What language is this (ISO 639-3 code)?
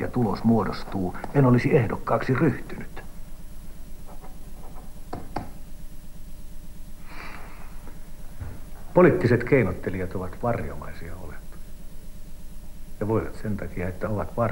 fin